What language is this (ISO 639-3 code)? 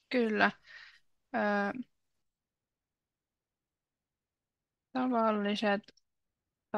fin